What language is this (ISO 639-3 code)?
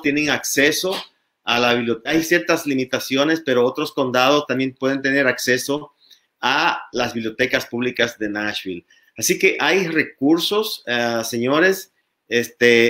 spa